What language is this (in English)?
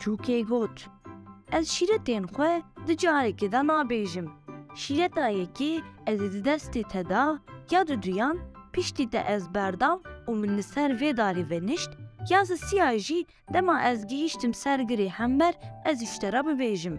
Kurdish